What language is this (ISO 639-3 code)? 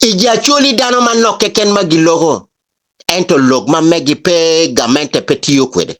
ach